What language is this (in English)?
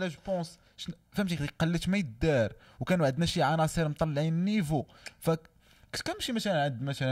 Moroccan Arabic